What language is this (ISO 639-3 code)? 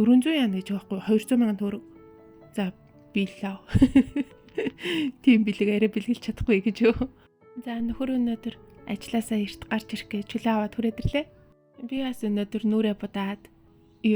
mon